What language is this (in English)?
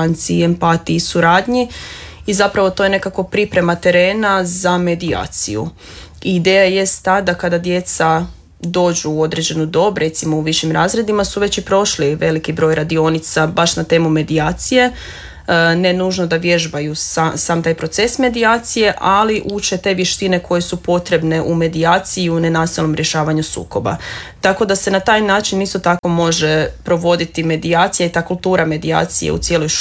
Croatian